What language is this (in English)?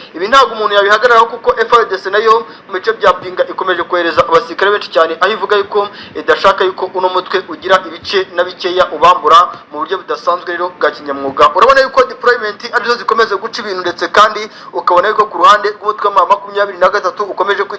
Kinyarwanda